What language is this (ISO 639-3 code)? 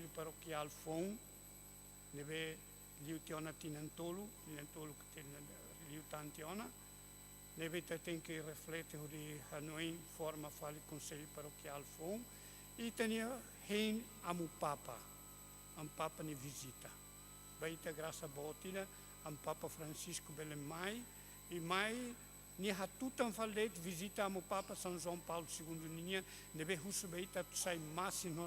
tet